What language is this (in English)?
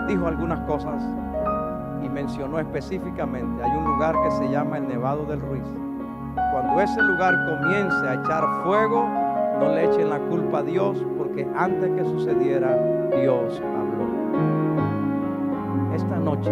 Spanish